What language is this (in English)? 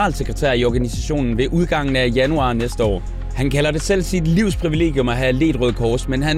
Danish